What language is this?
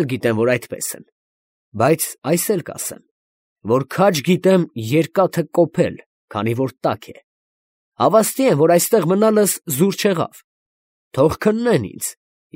Armenian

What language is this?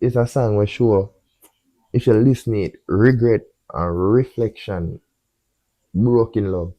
Jamaican Creole English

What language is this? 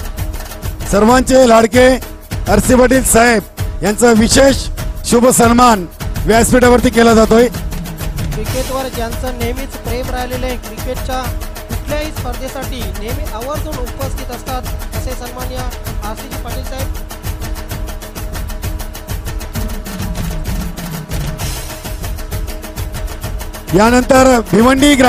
Marathi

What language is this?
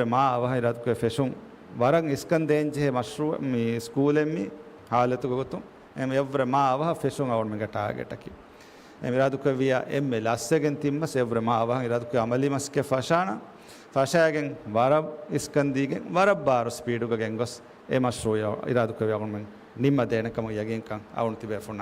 Divehi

